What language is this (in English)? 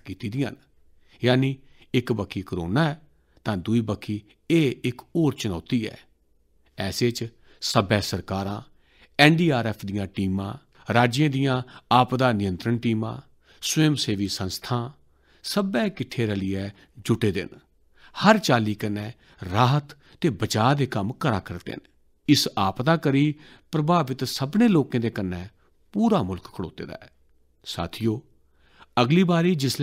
Dogri